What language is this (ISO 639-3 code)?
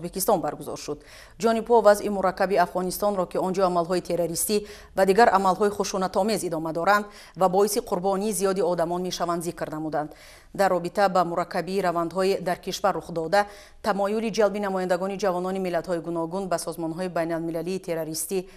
tgk